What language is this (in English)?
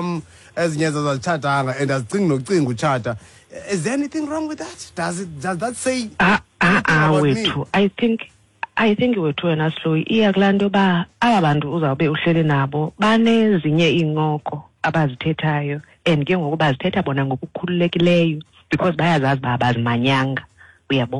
Xhosa